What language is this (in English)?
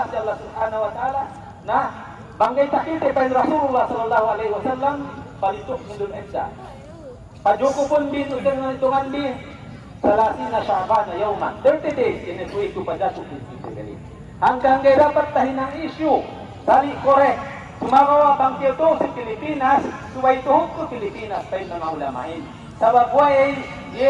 Yakan